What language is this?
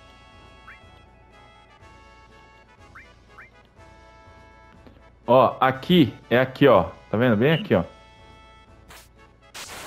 Portuguese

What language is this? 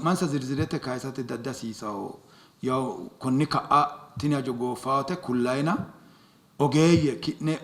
Sidamo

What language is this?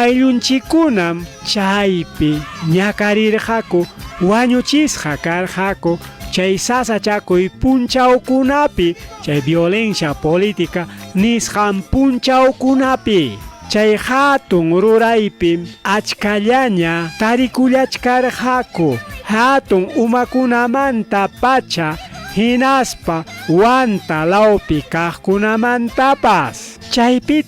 Ayacucho Quechua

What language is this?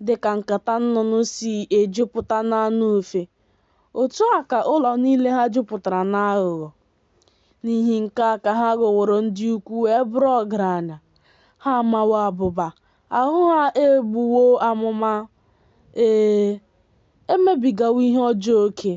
Igbo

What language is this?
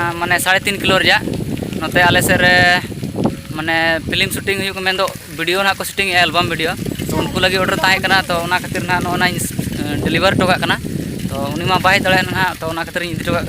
Santali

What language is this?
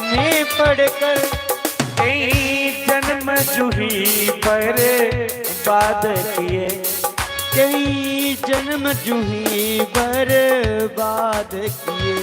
Dogri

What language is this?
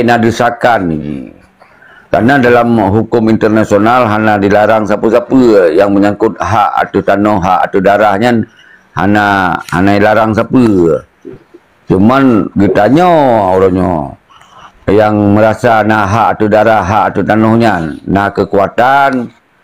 Achinese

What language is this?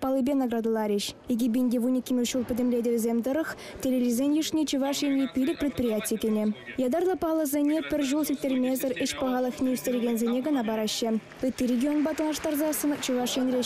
Chuvash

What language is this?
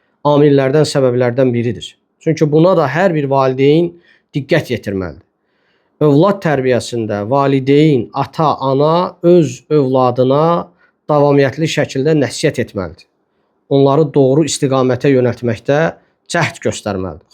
Azerbaijani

